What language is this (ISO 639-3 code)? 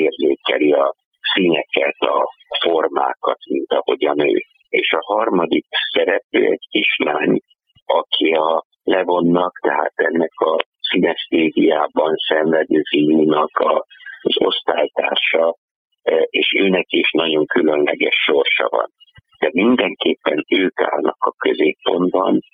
hun